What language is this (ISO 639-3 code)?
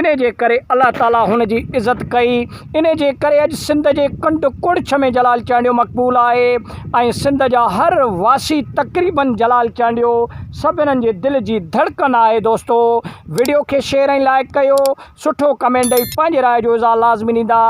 snd